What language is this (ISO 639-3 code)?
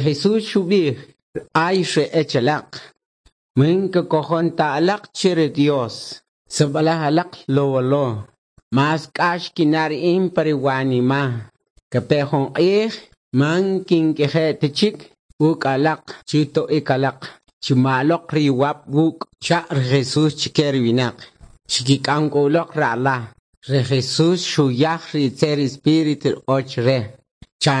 quc